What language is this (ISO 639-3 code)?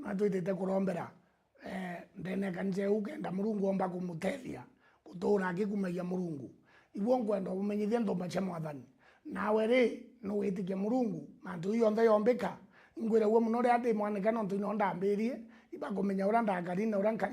mer